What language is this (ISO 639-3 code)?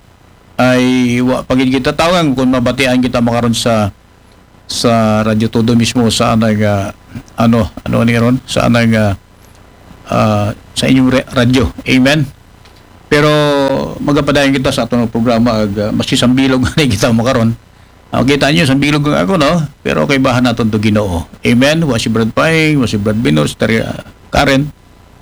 akl